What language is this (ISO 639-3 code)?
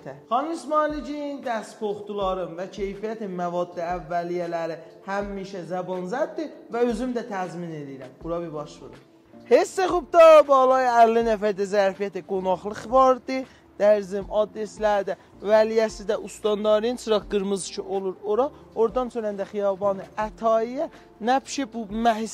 azb